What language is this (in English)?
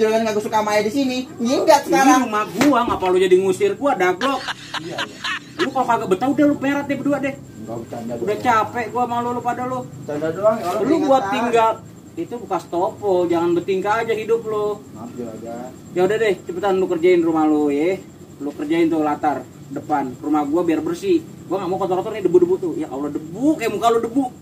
Betawi